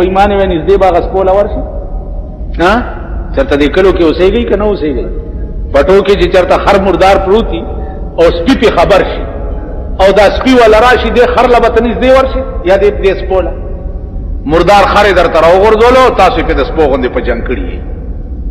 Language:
Pashto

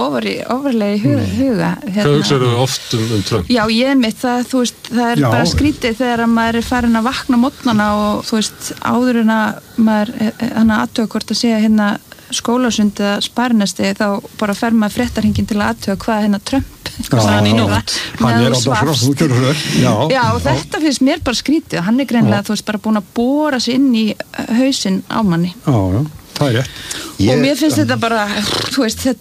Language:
Icelandic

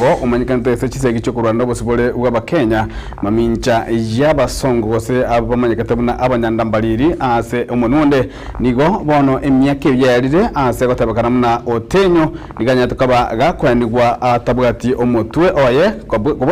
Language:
Gusii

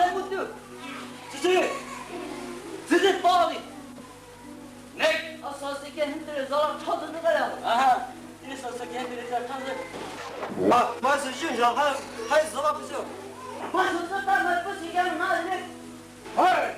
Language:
Poumei Naga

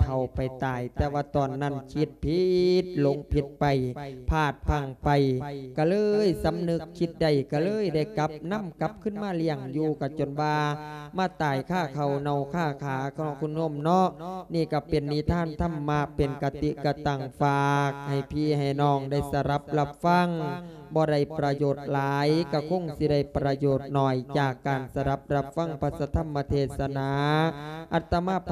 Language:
Lao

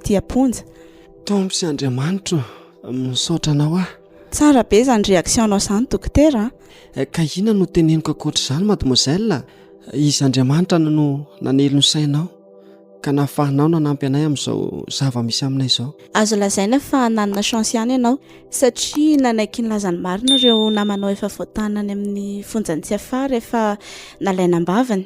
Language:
Malagasy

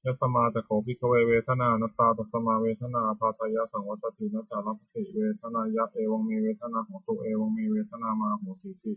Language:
Pali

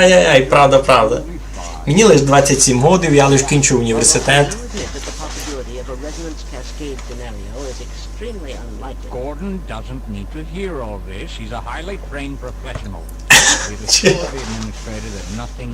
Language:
Rusyn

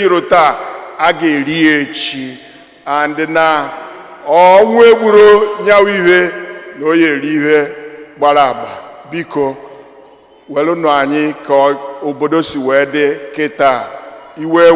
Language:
Igbo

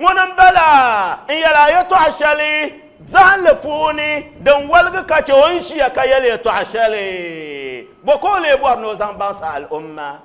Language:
Dagbani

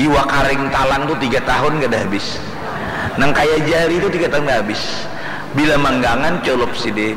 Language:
Banjar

